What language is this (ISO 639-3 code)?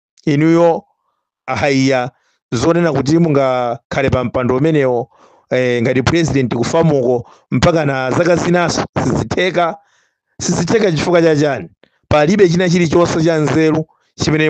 nya